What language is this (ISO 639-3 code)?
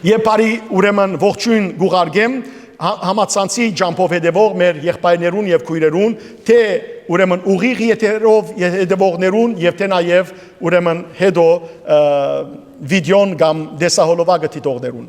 hyw